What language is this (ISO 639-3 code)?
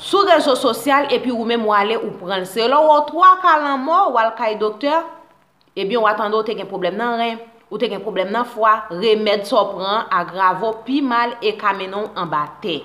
hat